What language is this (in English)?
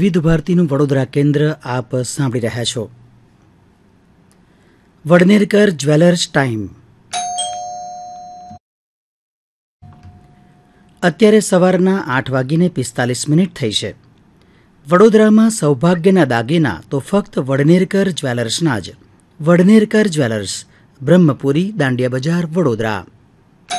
Gujarati